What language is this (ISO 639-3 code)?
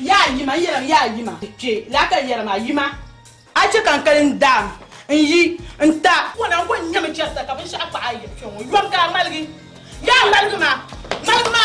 dag